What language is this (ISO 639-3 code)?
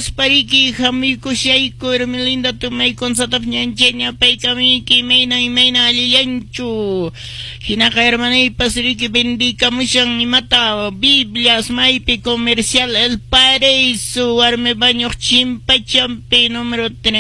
que